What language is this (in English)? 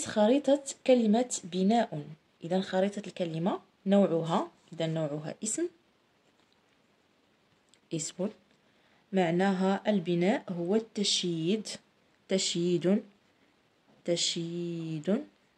Arabic